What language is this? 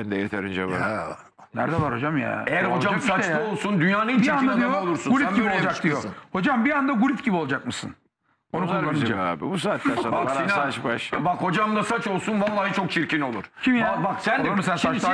Turkish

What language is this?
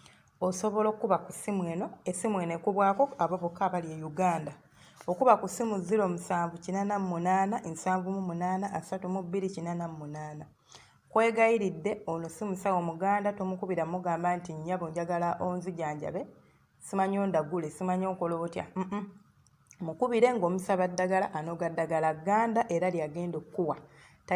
Ganda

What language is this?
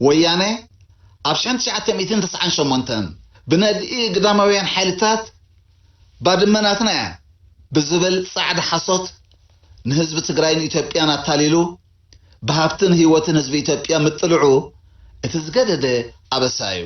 Tigrinya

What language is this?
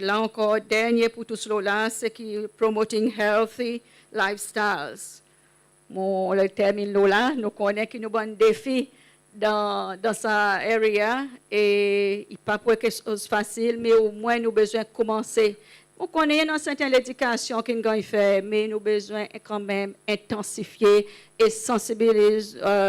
Seselwa Creole French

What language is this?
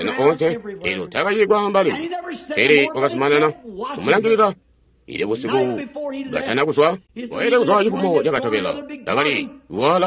Tonga (Zambia)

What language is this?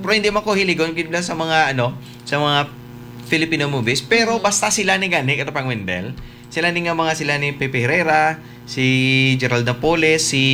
Hiligaynon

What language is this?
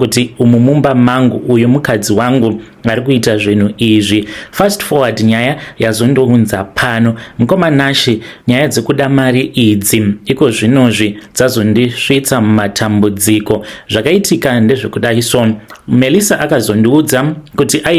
Shona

